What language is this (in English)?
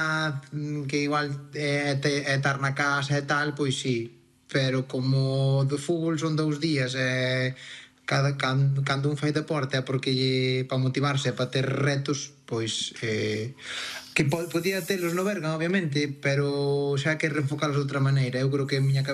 Galician